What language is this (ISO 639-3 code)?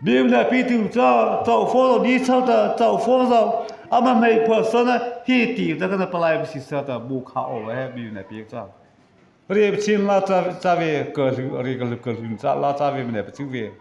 mrh